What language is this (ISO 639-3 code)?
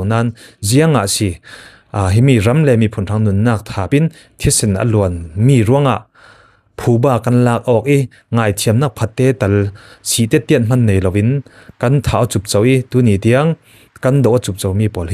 cfm